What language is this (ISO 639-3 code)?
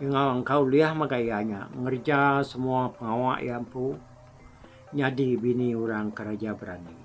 iba